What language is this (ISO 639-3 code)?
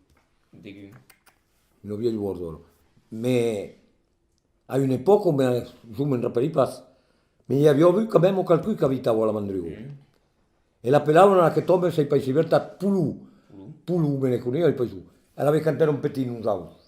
oci